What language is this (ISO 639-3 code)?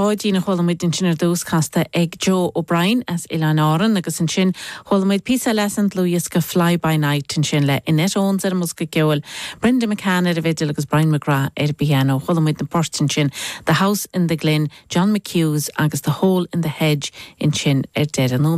gle